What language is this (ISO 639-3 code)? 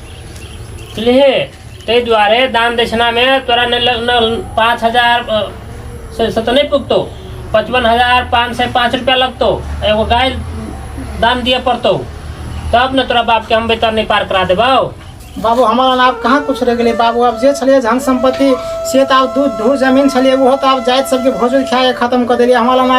mai